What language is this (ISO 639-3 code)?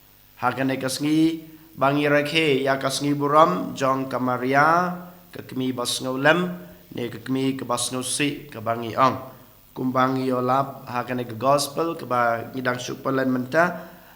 kha